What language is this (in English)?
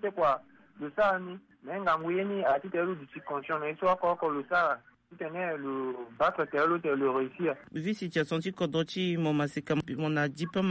Sango